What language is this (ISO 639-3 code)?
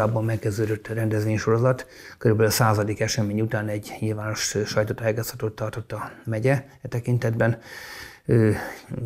hun